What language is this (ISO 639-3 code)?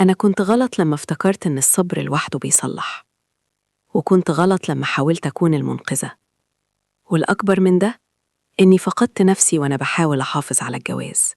arz